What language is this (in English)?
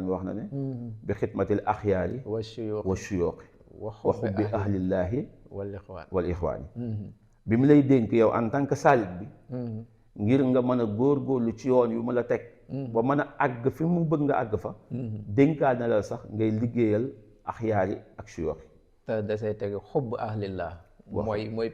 Wolof